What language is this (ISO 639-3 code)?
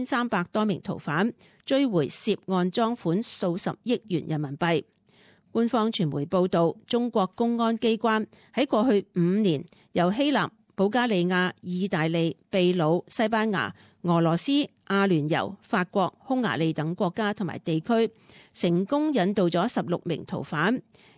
yue